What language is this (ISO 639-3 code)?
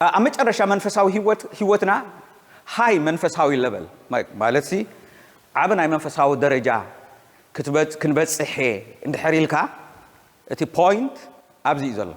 tir